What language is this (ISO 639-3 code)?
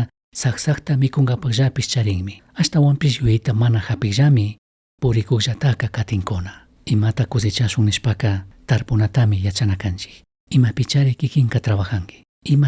qug